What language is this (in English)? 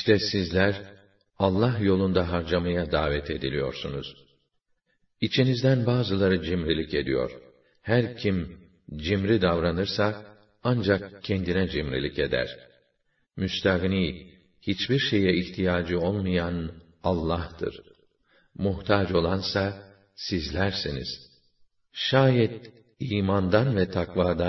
Turkish